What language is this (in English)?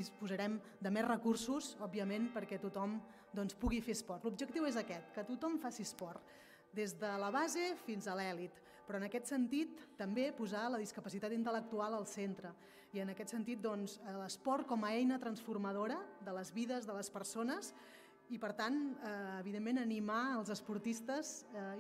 Catalan